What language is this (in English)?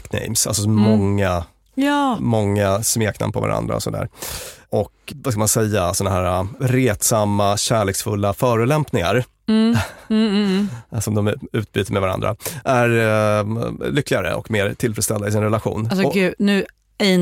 Swedish